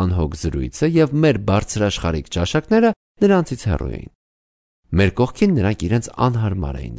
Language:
Armenian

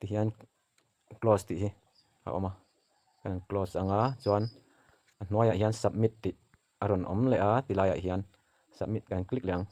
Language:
Mizo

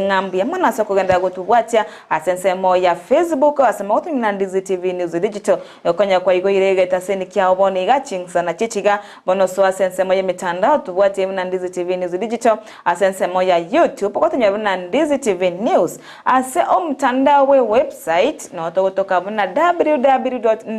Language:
Gusii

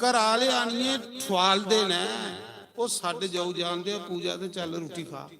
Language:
Dogri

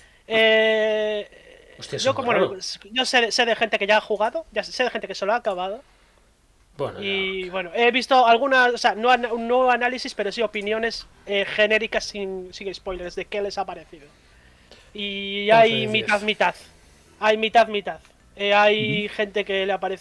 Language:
Spanish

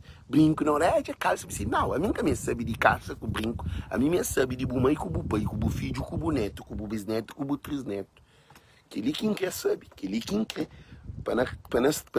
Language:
Kabuverdianu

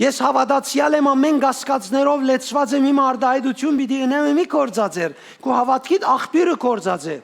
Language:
Western Armenian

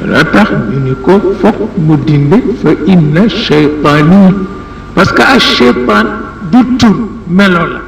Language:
Wolof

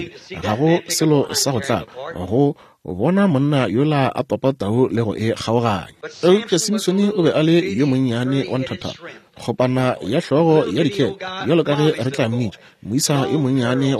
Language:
Northern Sotho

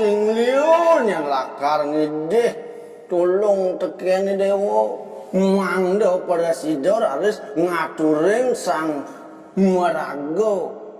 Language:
Balinese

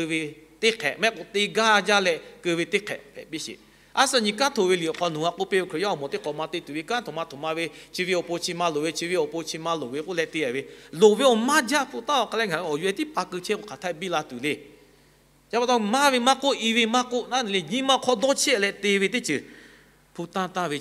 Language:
Lahu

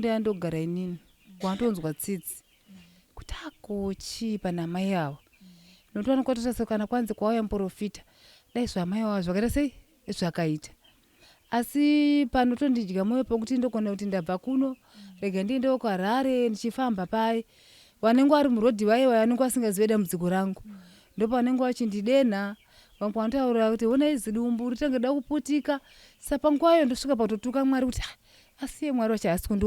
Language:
Shona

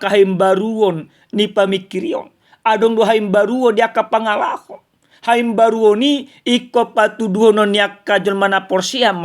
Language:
Batak Toba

